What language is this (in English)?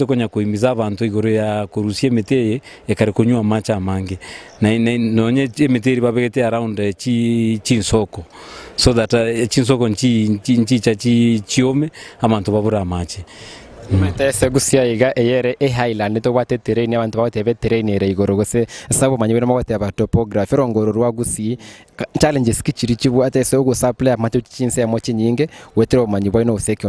Gusii